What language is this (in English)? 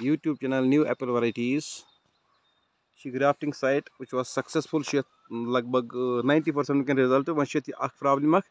Kashmiri